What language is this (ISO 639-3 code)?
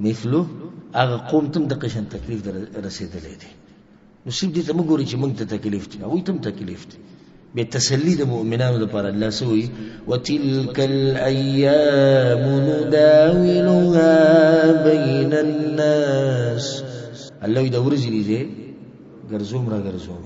pus